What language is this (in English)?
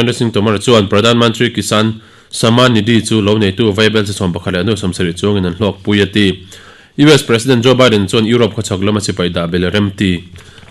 Mizo